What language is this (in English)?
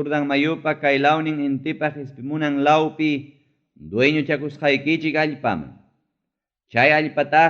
Ayacucho Quechua